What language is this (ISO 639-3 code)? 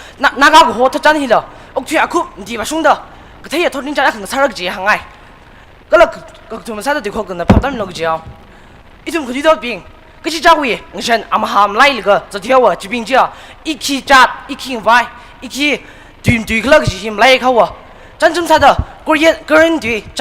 nmf